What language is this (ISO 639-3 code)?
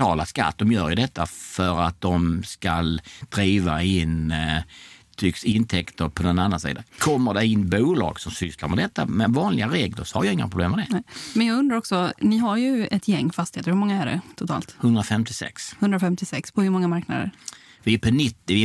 swe